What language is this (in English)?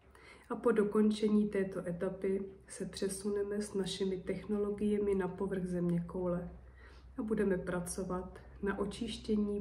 Czech